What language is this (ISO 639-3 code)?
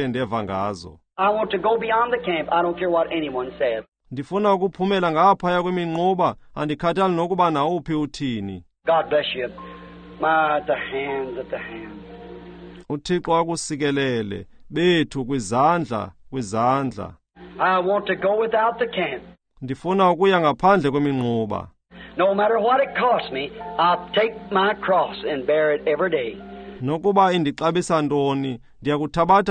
xho